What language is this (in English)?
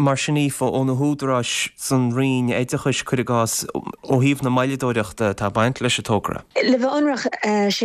Irish